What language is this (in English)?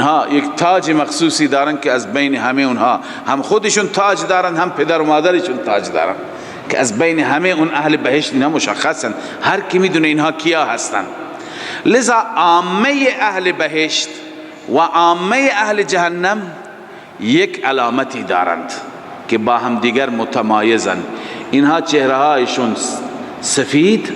Persian